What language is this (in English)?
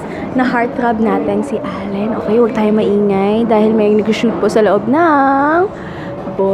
Filipino